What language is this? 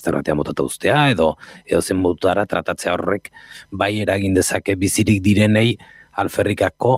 Basque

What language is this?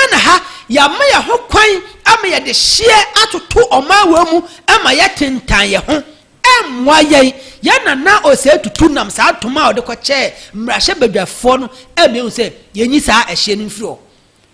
Akan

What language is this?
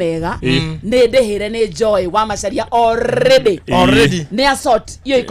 Kikuyu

